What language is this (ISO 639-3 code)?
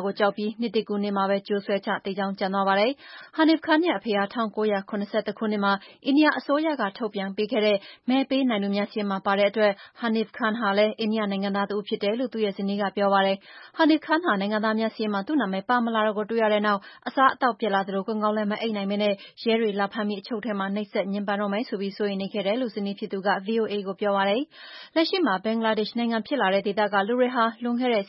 mya